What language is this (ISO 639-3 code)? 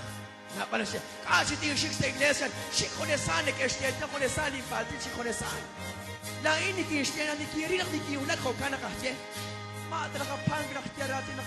kek